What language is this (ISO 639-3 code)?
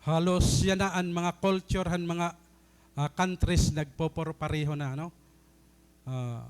war